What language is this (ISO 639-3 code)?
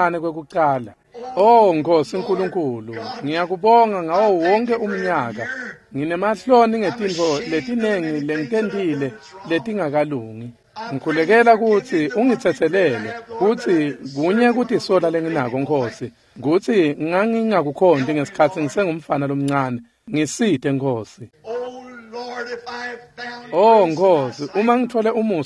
ssw